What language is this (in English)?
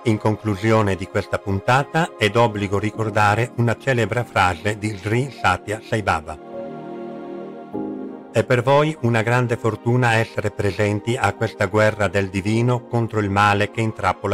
Italian